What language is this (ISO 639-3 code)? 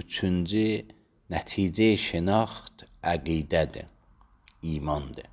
aze